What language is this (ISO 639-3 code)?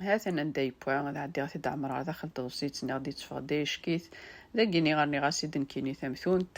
kab